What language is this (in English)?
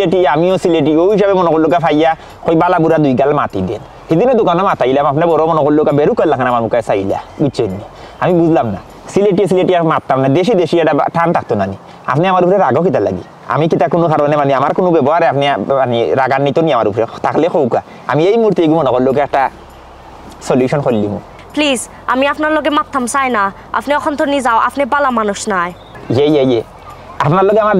Sylheti